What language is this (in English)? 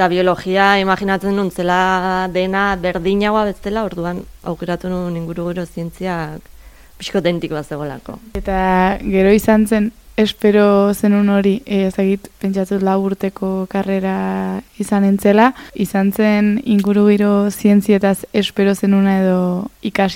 Basque